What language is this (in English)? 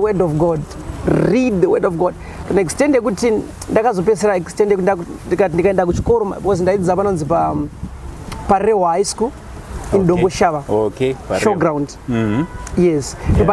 Shona